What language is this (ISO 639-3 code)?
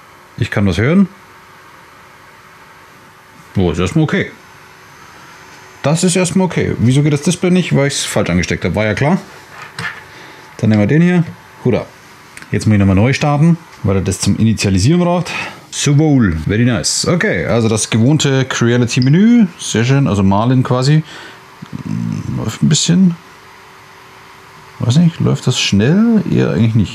deu